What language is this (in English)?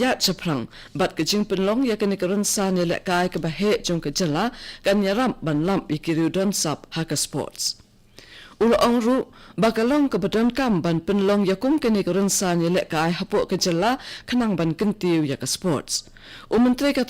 Khasi